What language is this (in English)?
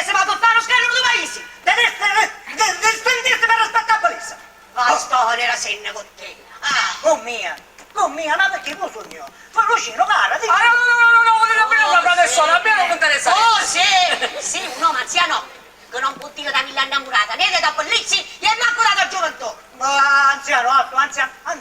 Sicilian